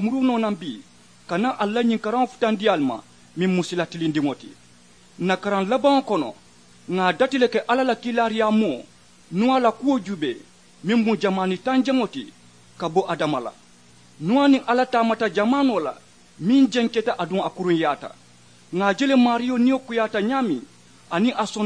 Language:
Mandingo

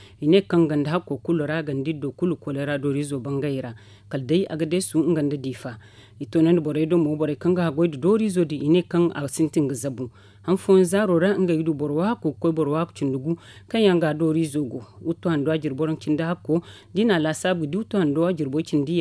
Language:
Zarma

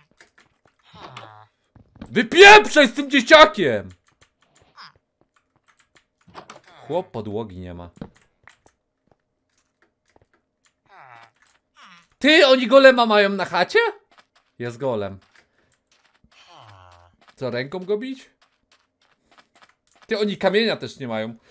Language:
Polish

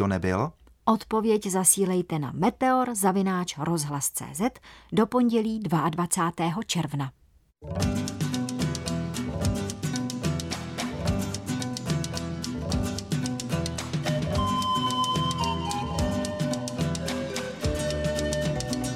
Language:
Czech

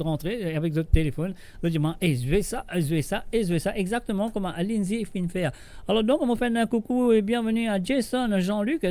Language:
Morisyen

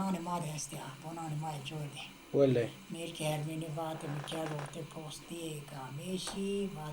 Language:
Zaza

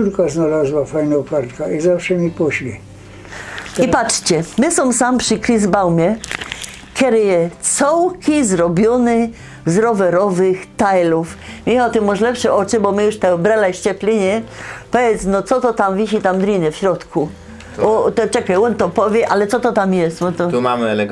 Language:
Silesian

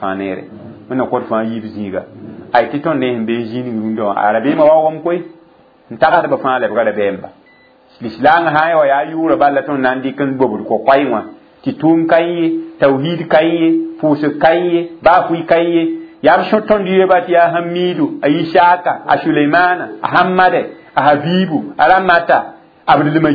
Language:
Mossi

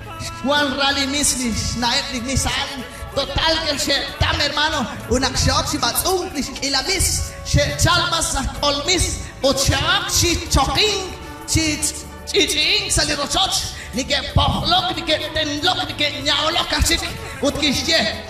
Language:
Kekchí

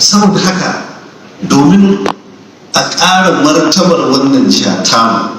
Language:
Hausa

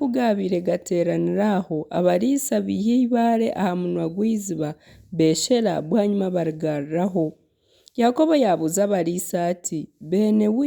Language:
Nyankole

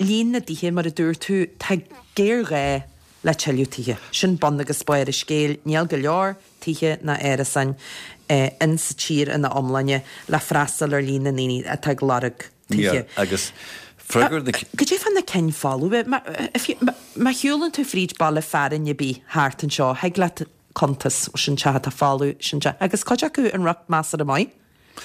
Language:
Irish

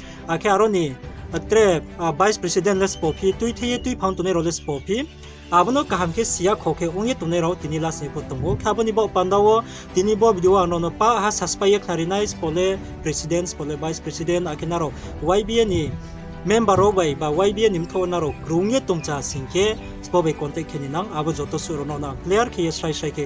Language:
Riang (India)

